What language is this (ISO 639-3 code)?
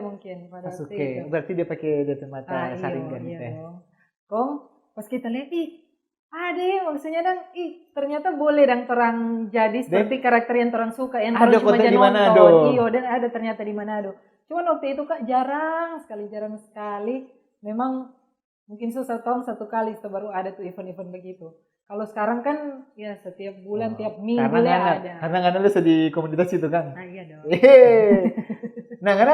xmm